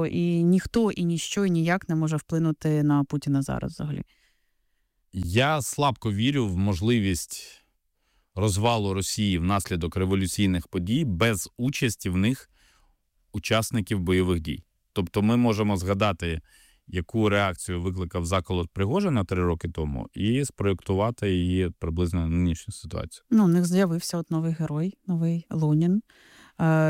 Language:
Ukrainian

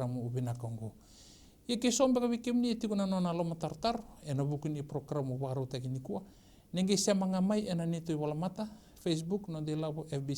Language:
Fijian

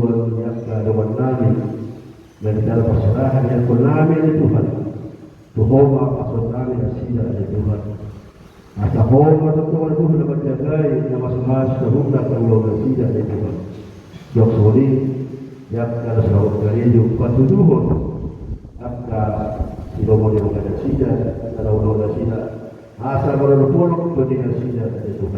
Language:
Batak Toba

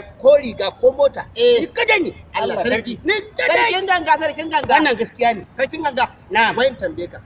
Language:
Hausa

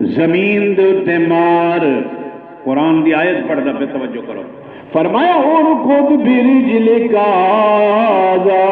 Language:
Saraiki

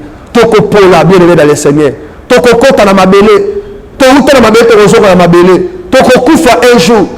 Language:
Lingala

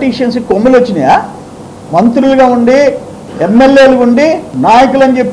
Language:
Telugu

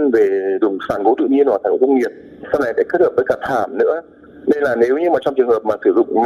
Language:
Vietnamese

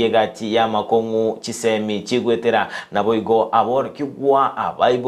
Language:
Gusii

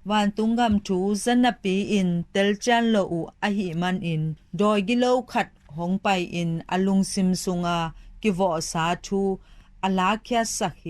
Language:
Tedim Chin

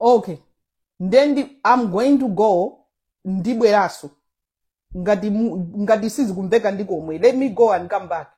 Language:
Nyanja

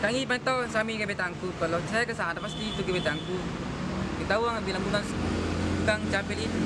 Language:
Makassar Malay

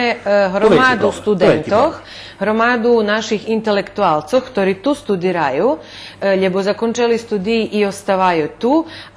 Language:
Rusyn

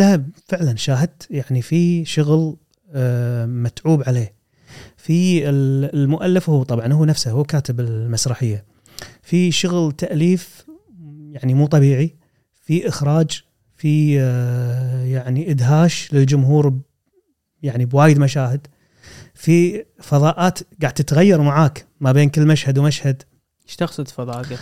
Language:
Gulf Arabic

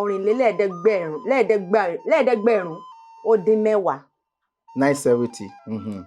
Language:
Yoruba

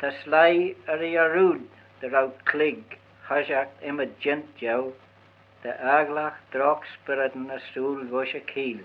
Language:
Manx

